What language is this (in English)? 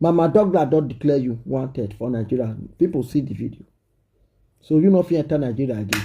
Nigerian Pidgin